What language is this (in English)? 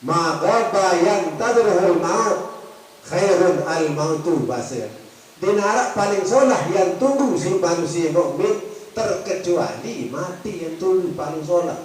Sasak